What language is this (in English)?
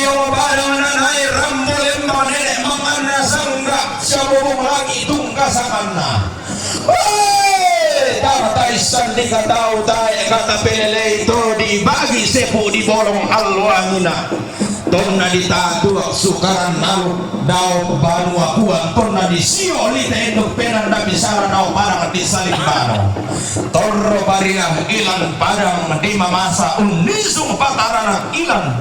Toraja-Sa'dan